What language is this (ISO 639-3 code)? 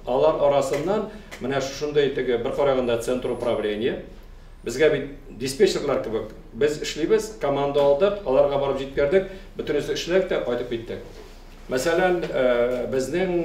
tat